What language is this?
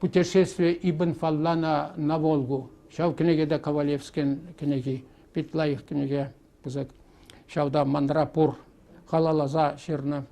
Chuvash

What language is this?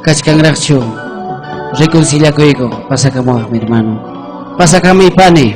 Ayacucho Quechua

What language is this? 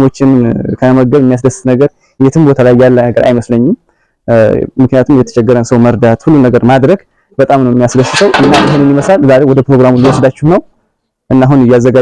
Amharic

